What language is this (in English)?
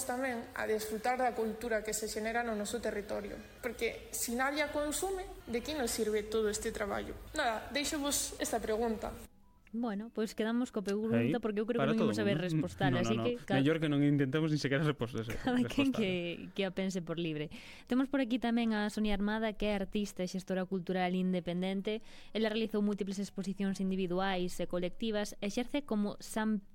Galician